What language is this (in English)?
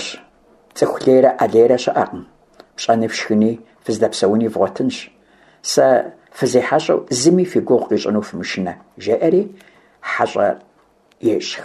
Kabardian